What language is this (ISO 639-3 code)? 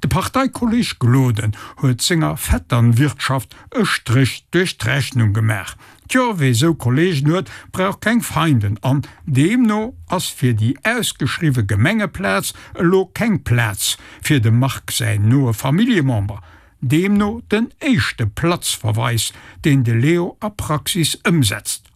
ltz